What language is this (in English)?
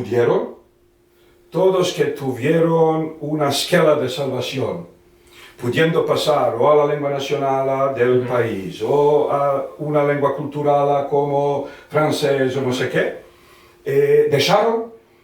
Ladino